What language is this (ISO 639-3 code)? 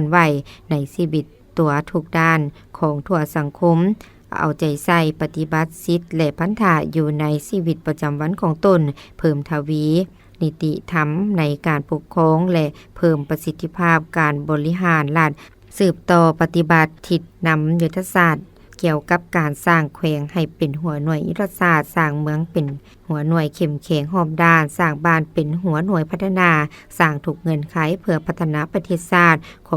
lao